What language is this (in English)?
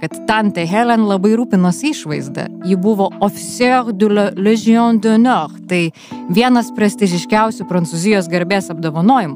Lithuanian